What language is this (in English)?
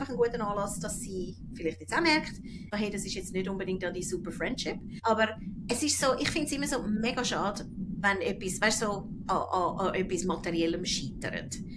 Swiss German